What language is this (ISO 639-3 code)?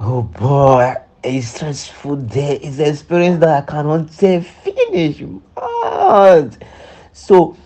pcm